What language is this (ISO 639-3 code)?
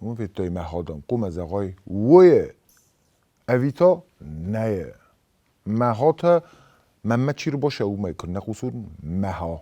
oss